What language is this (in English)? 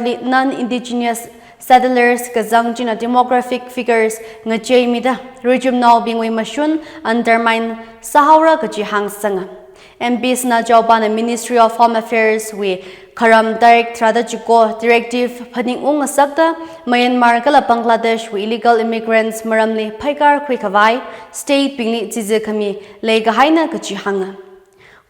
Tangkhul Naga (India)